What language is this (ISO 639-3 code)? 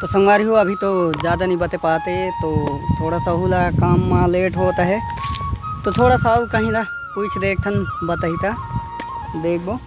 hne